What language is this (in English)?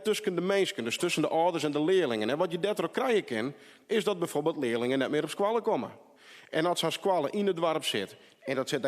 Western Frisian